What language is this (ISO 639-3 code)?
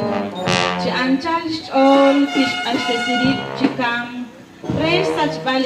kek